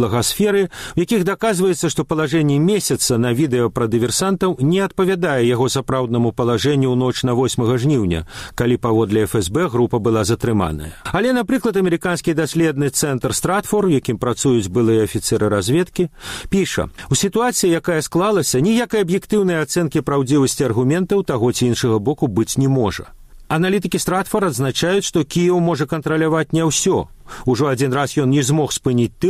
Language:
Belarusian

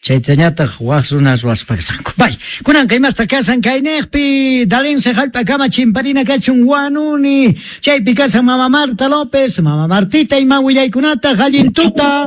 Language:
South Bolivian Quechua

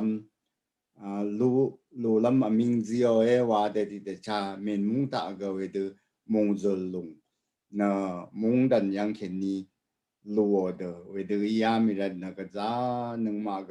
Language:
Rawang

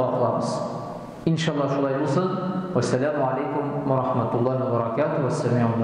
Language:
Tatar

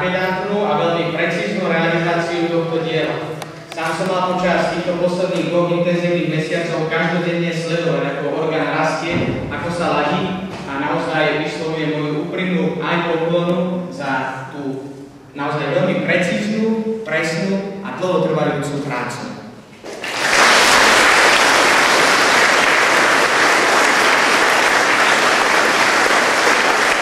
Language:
Slovak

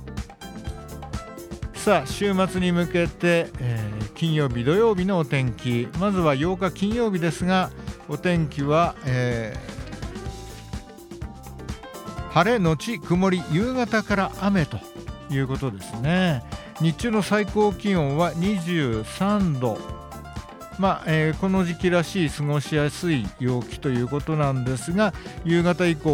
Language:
Japanese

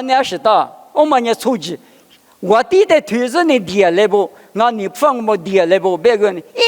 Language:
Lisu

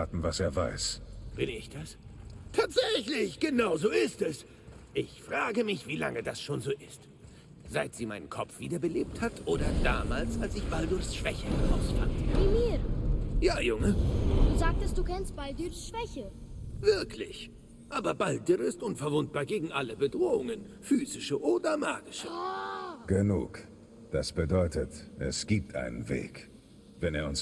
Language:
Bavarian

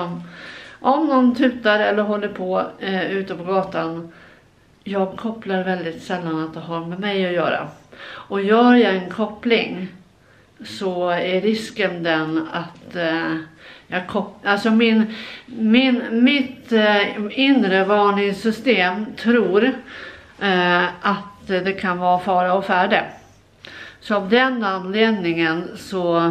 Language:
Swedish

